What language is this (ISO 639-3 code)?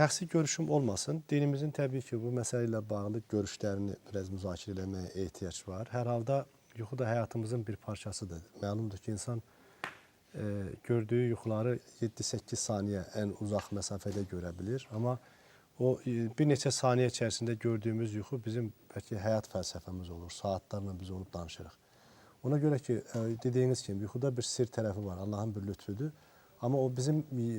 aze